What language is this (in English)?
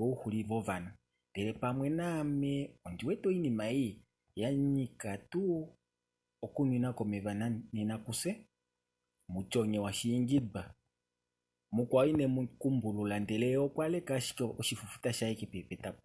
Kuanyama